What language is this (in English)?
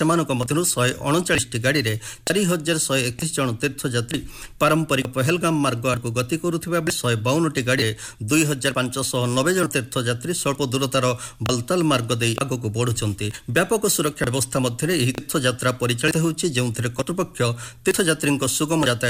Odia